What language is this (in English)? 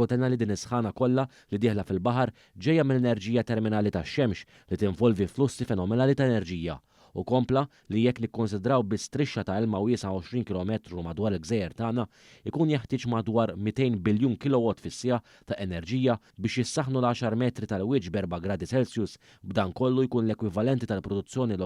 Maltese